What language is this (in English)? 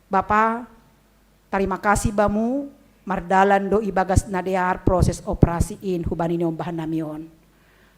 Batak Simalungun